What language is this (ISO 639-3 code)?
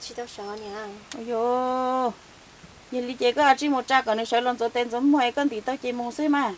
hmn